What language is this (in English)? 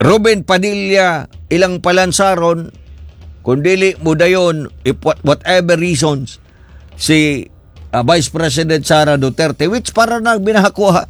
Cebuano